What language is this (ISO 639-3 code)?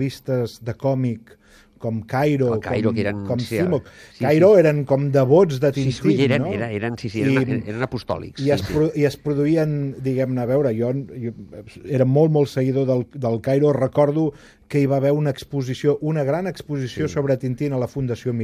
cat